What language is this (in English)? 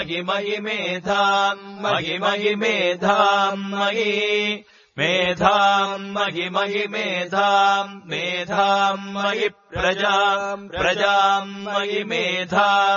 Sanskrit